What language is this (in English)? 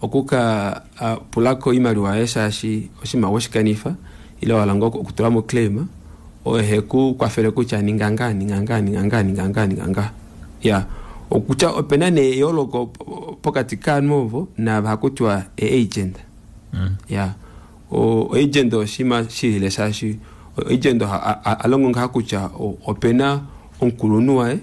Kuanyama